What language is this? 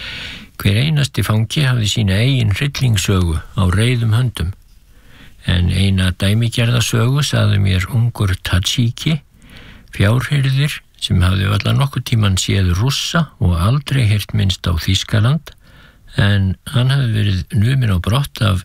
Icelandic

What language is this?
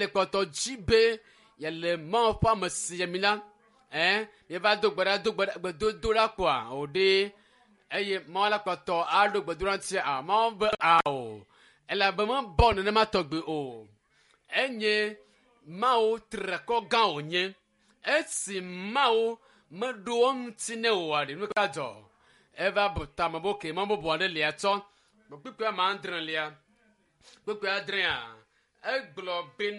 Ewe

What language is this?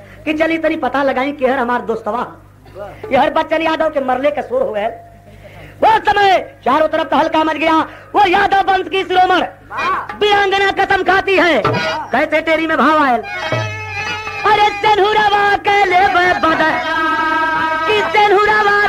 Bhojpuri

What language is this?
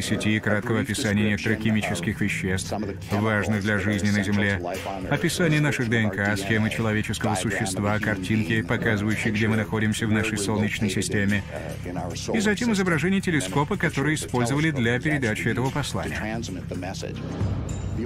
Russian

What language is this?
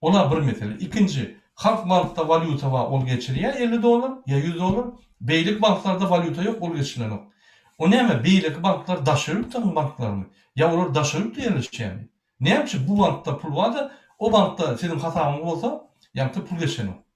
Turkmen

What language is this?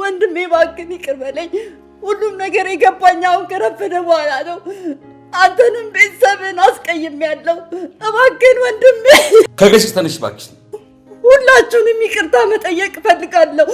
Amharic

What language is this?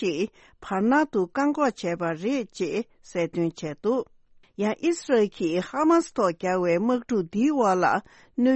Tibetan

